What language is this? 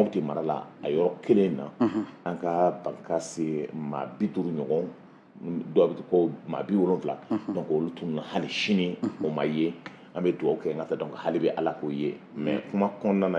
Bambara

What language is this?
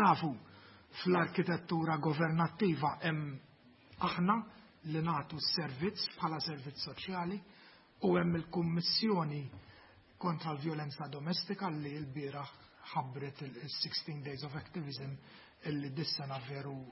Maltese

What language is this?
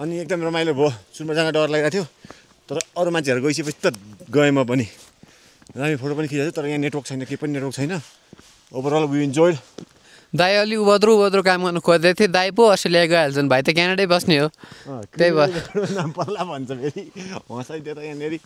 Nepali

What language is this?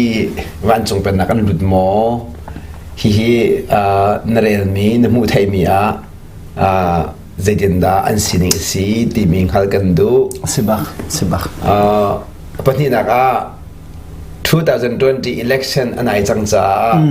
Hakha Chin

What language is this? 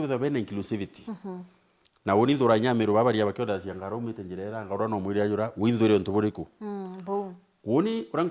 Meru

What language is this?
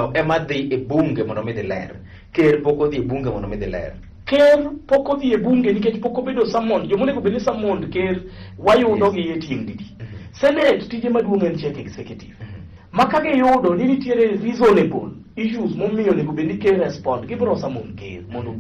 Luo (Kenya and Tanzania)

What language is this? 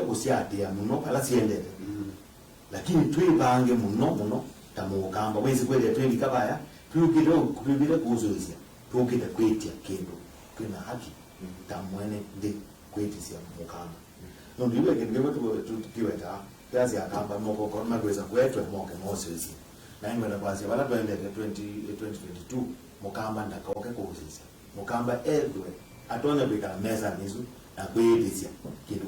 Kamba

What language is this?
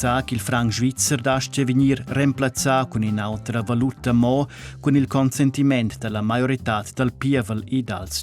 Romansh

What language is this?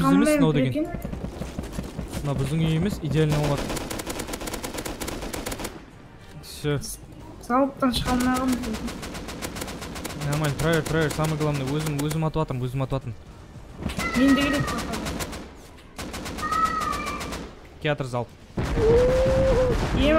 Kazakh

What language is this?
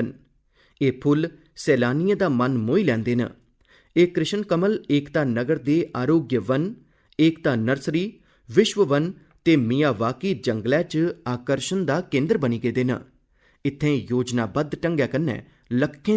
Dogri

